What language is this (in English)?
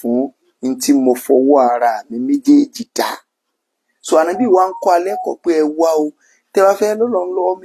Yoruba